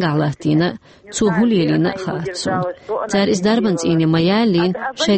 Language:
Chechen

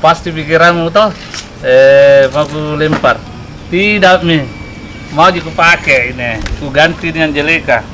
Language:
Makassar Malay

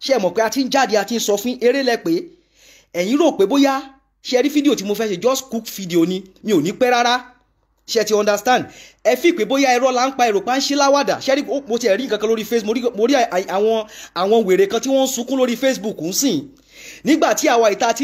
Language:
Yoruba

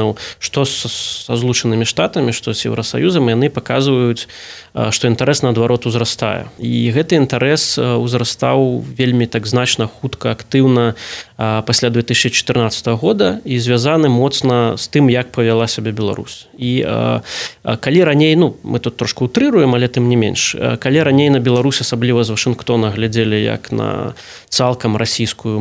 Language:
Belarusian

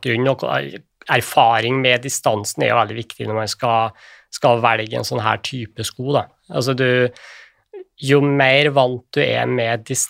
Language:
Norwegian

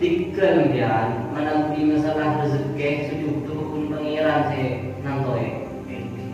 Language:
Madurese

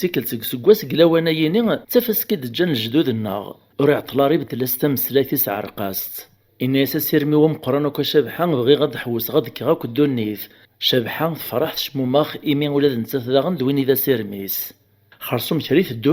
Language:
Kabyle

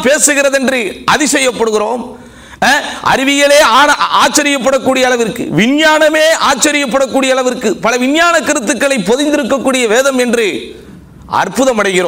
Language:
Tamil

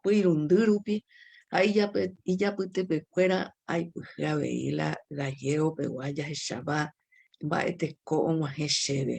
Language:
Guarani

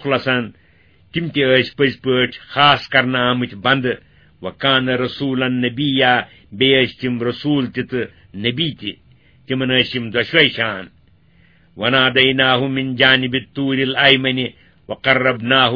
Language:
Kashmiri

